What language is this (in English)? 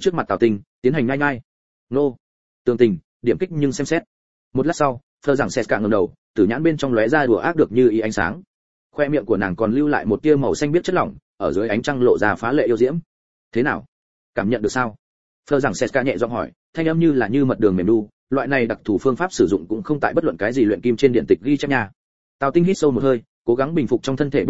Vietnamese